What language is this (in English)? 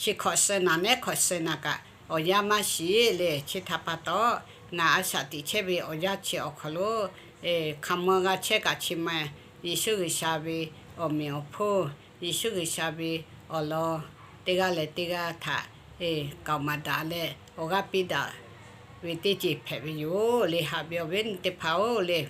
Lahu